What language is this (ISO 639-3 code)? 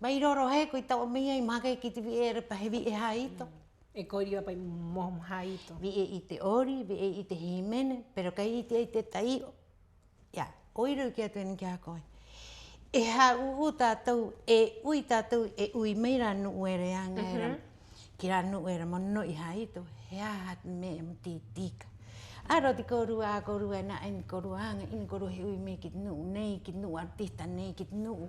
rap